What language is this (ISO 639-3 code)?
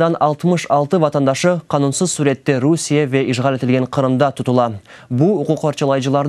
crh